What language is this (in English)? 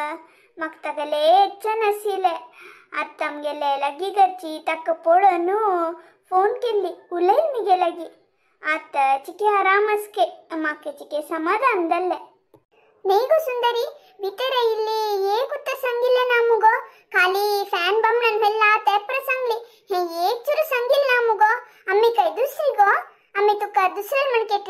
Konkani